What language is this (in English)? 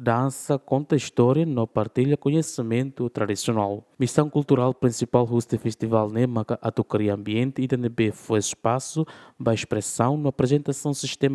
Tetum